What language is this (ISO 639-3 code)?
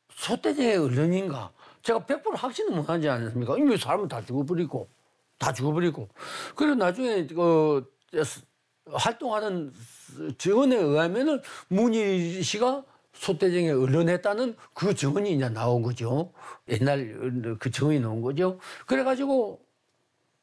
kor